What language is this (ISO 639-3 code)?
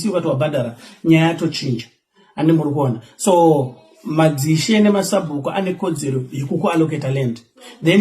sna